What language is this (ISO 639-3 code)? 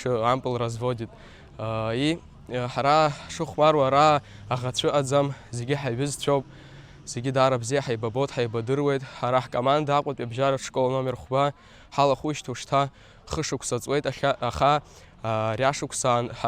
abk